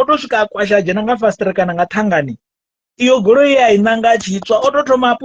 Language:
Venda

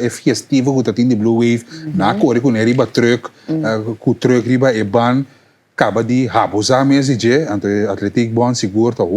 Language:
Papiamento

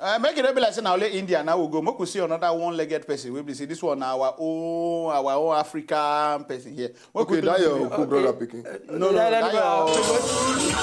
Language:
Nigerian Pidgin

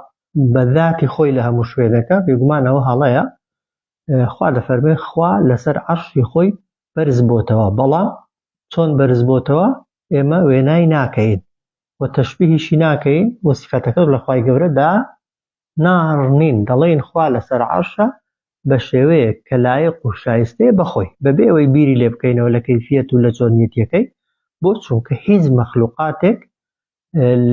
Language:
Central Kurdish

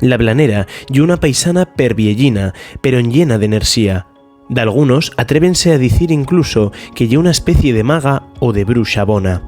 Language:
Asturian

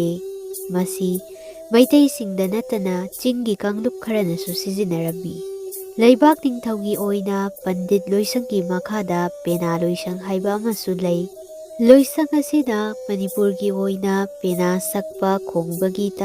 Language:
Manipuri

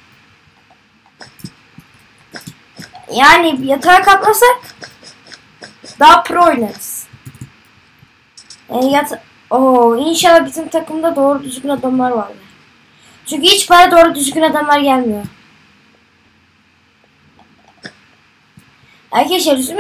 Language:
Turkish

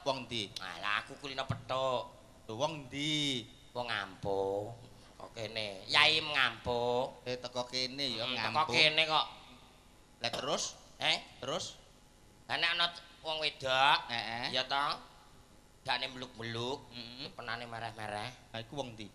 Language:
Javanese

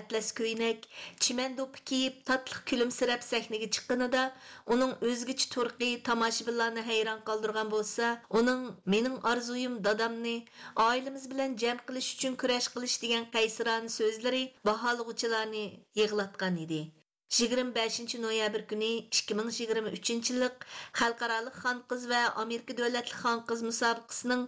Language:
Uyghur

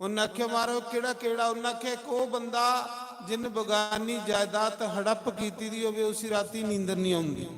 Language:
Dogri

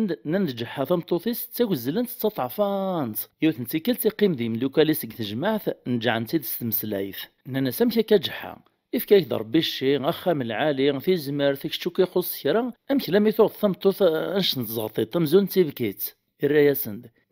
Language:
Kabyle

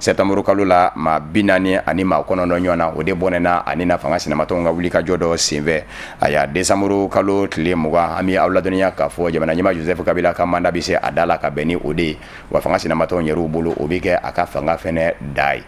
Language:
Bambara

